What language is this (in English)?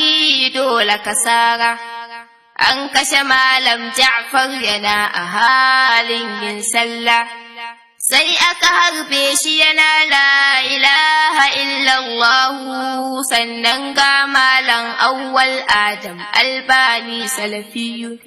Hausa